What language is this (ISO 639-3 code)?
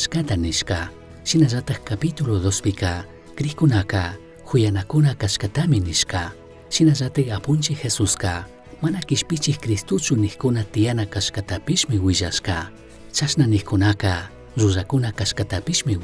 qug